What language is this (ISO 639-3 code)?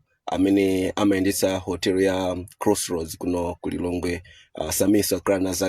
nya